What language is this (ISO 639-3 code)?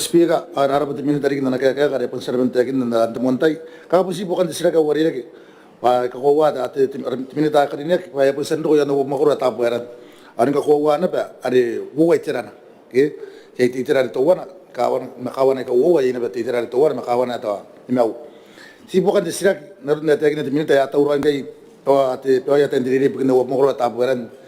gil